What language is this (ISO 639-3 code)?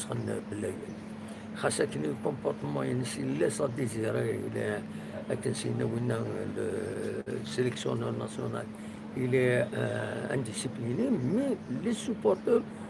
kab